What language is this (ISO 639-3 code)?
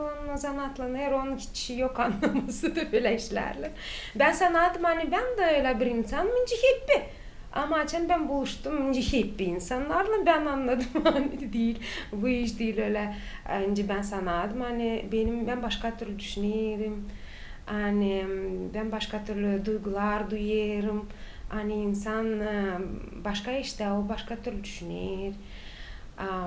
gag